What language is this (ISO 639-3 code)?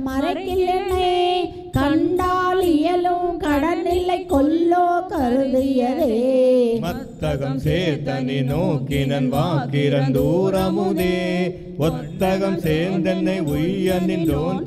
tam